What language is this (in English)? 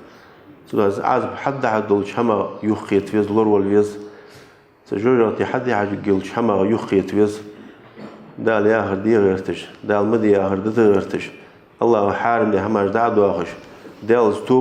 Ingush